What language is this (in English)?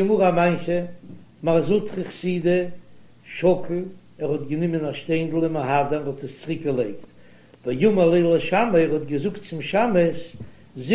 Yiddish